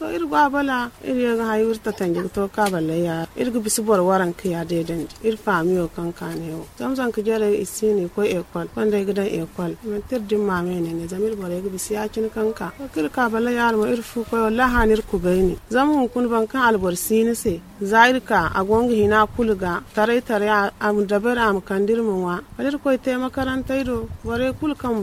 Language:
Zarma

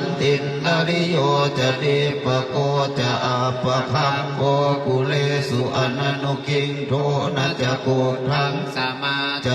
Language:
Pali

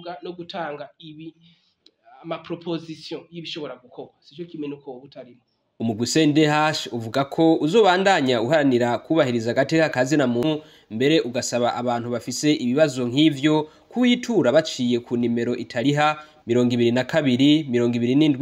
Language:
Rundi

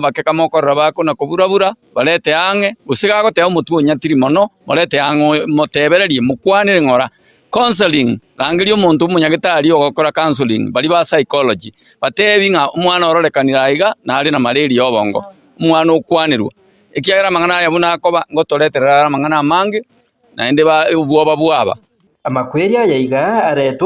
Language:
Gusii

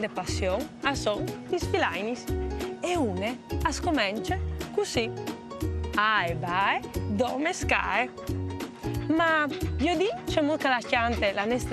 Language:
Friulian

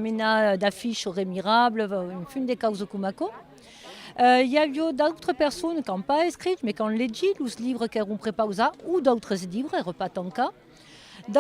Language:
Occitan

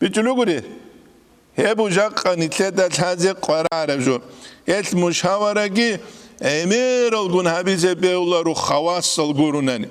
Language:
Avaric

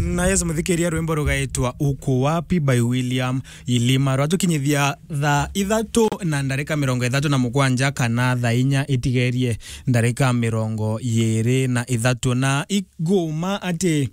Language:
Meru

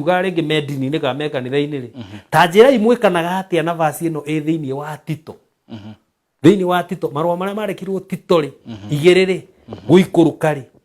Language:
Kikuyu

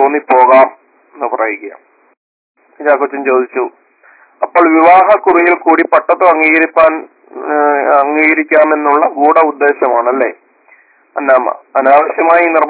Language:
Malayalam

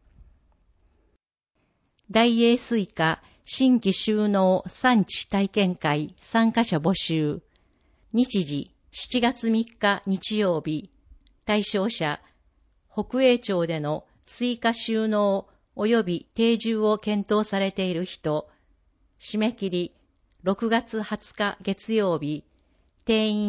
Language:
Japanese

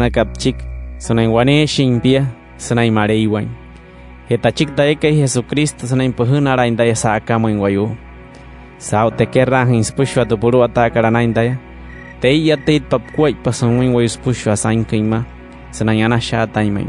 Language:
Wayuu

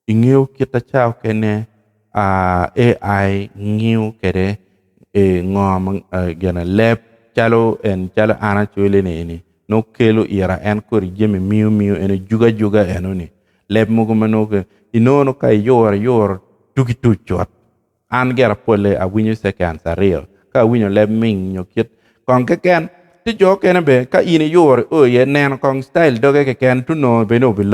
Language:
Acoli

